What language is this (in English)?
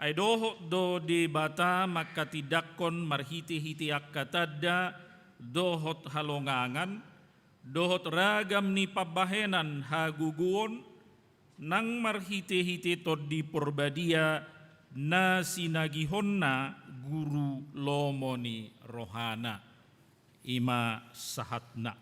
Batak Toba